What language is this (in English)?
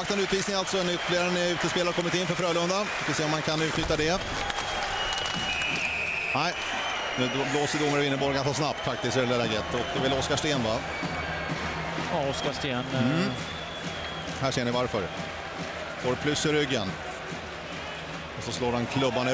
Swedish